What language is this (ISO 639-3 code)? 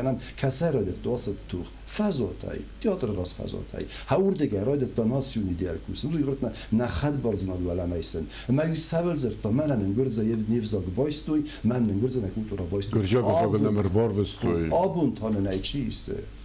oss